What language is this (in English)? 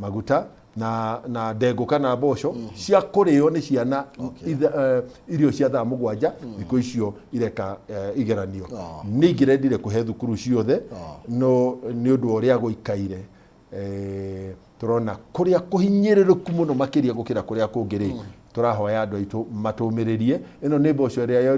Kikuyu